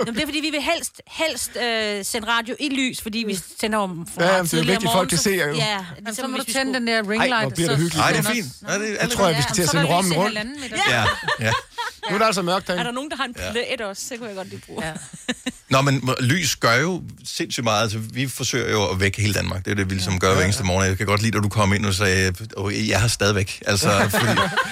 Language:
Danish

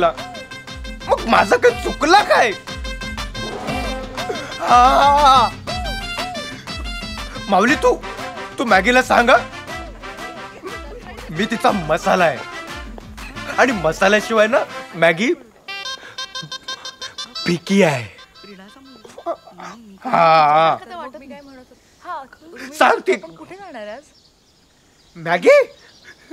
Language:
Marathi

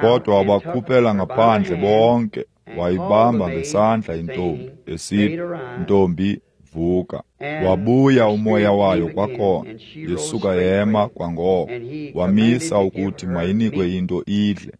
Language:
Xhosa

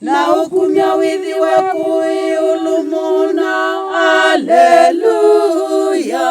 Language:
Kamba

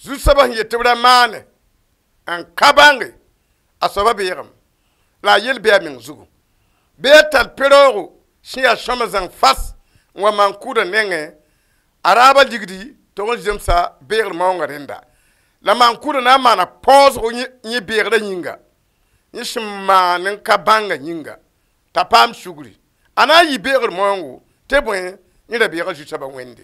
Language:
Mossi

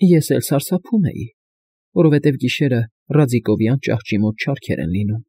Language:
Armenian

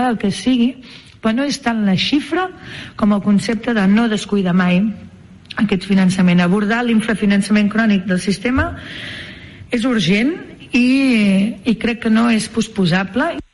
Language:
Catalan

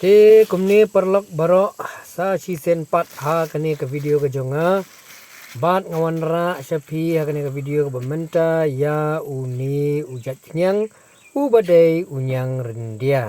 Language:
Khasi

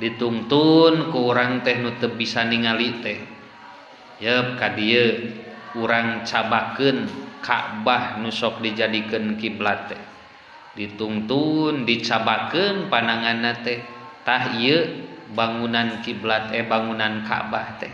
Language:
Sundanese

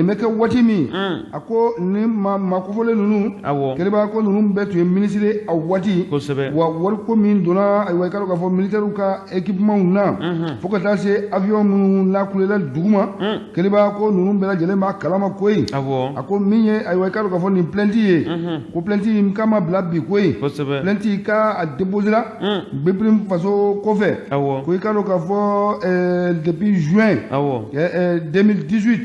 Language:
Bambara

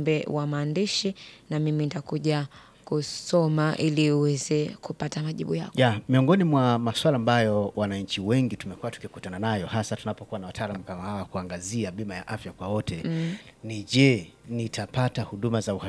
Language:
Swahili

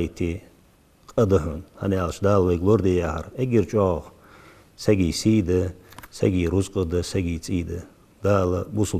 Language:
Ingush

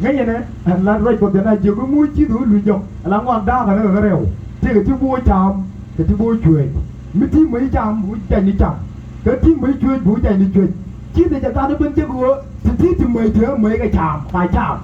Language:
Nuer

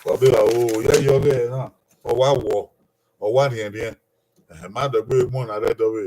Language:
Bini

